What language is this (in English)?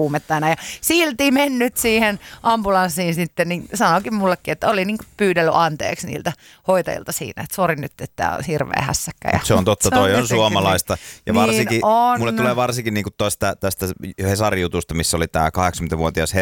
Finnish